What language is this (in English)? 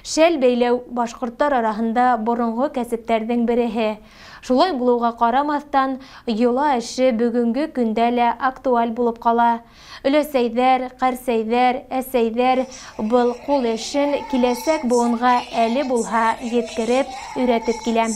Bashkir